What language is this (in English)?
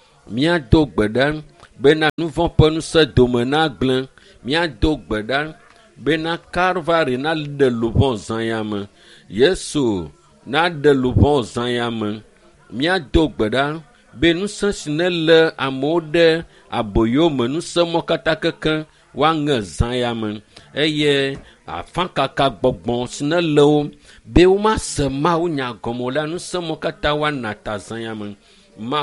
Ewe